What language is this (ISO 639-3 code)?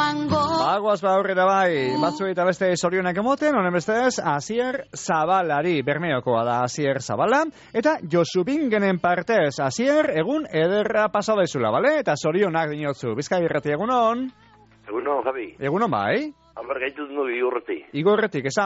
eus